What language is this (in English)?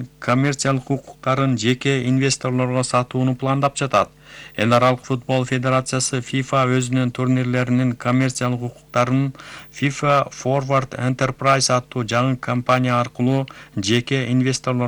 Kyrgyz